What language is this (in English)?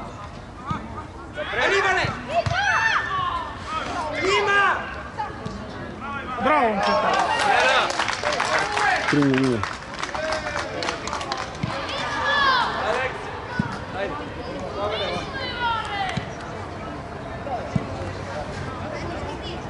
Bulgarian